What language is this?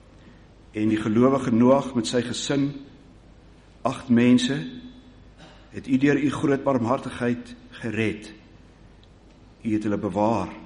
Afrikaans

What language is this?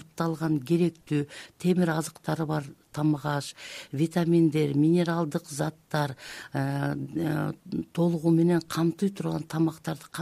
Kyrgyz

